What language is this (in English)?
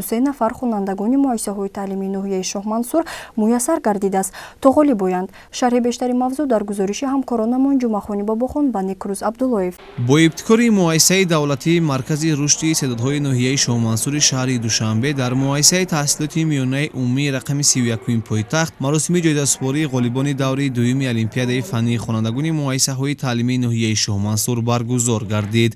Tajik